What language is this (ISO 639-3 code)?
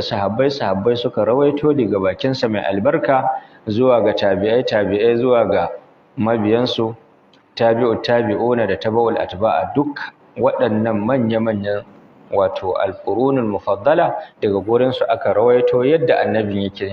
hau